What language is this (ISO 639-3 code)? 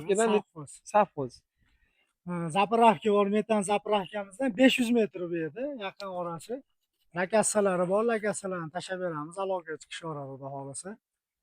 uzb